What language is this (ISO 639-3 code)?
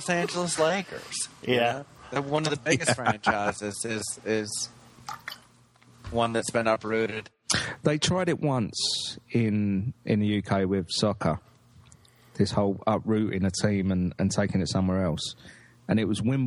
eng